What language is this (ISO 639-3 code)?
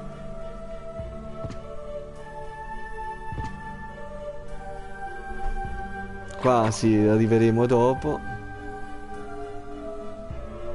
ita